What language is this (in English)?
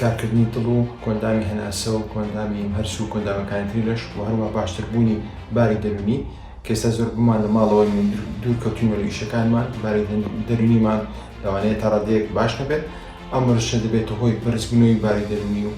Central Kurdish